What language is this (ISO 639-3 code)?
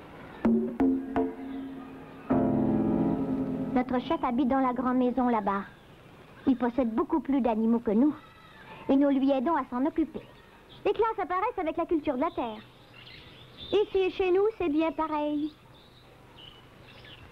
fra